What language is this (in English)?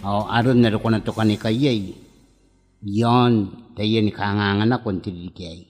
Gilbertese